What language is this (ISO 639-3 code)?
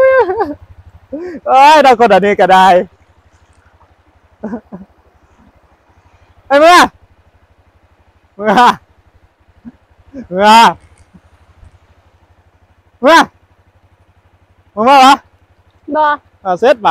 tha